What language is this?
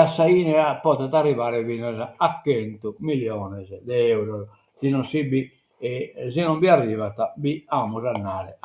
Sardinian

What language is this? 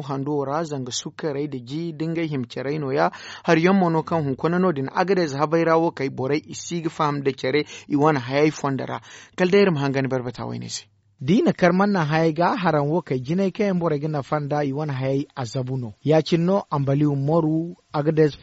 Zarma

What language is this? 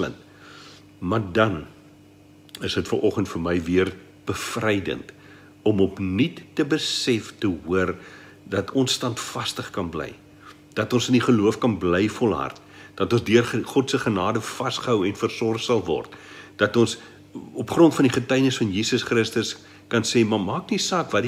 Afrikaans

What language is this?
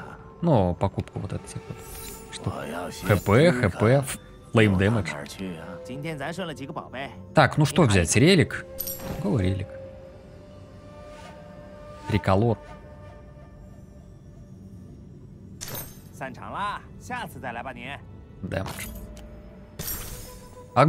Russian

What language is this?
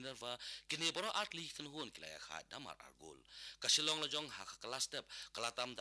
Khasi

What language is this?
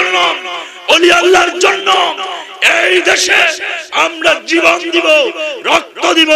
Bangla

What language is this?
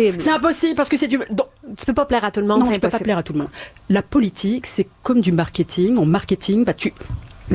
French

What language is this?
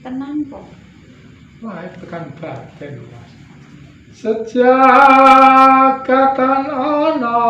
Javanese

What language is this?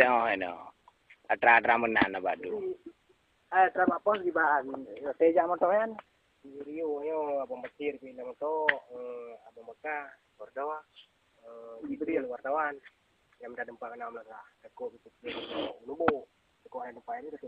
Achinese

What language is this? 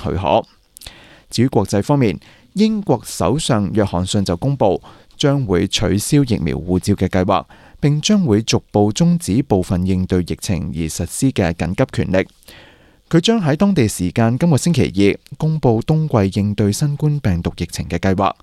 Cantonese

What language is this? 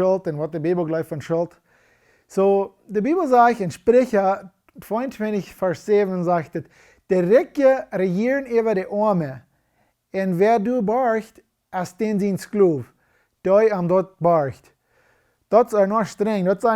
Plautdietsch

